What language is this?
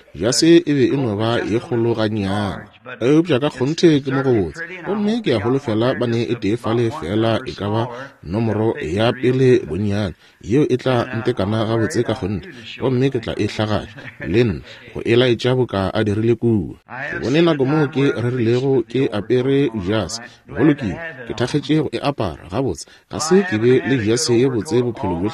Northern Sotho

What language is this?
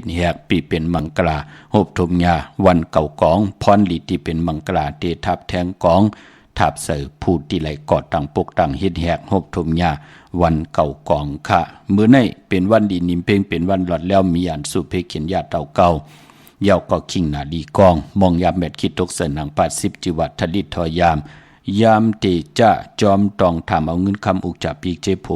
Shan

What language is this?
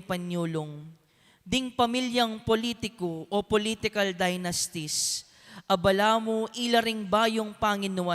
Pampanga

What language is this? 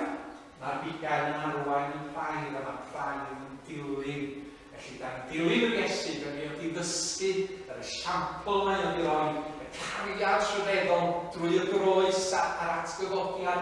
Welsh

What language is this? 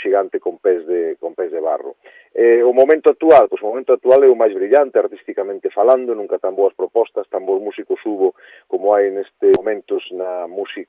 Galician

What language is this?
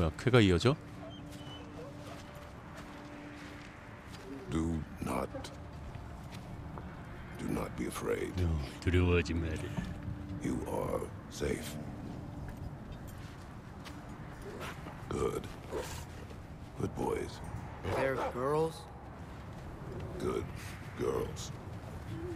Korean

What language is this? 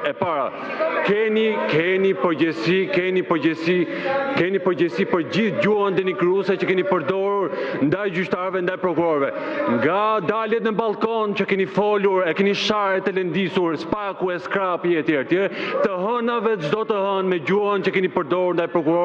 Albanian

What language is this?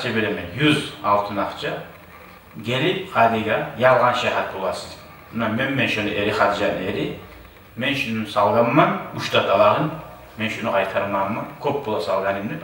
Kumyk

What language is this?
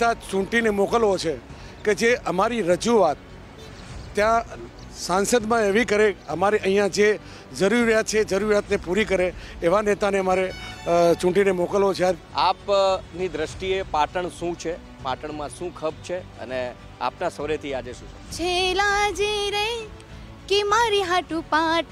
Gujarati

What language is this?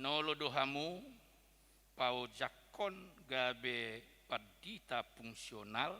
Batak Toba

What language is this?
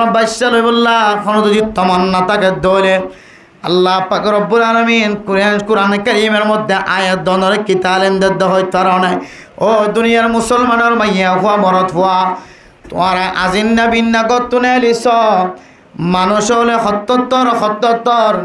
Rohingya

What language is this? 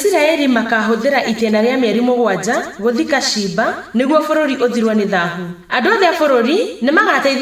Kikuyu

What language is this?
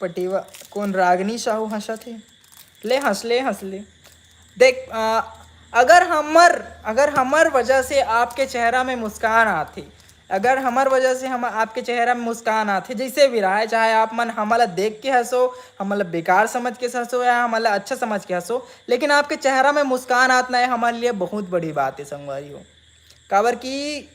Chhattisgarhi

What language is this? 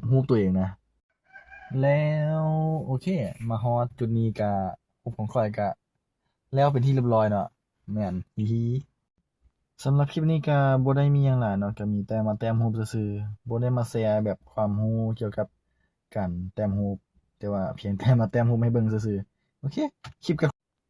Lao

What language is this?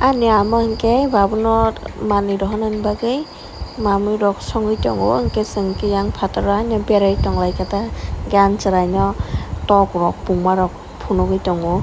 Kok Borok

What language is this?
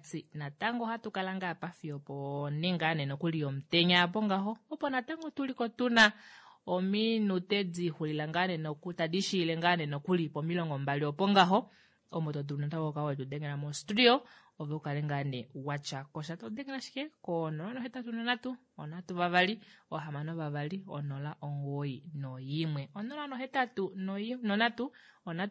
Kuanyama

